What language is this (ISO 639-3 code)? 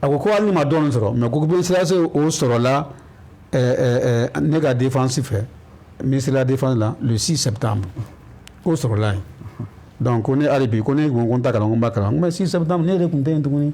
bam